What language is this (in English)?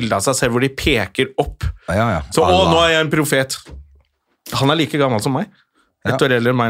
Norwegian